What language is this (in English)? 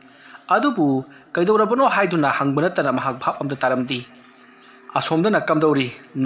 Manipuri